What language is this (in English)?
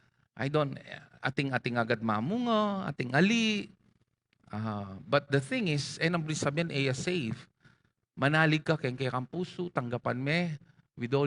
Pampanga